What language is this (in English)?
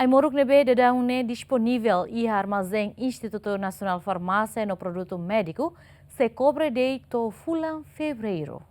Tetum